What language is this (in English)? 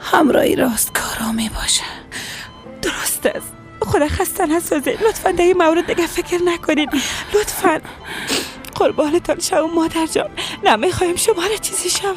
Persian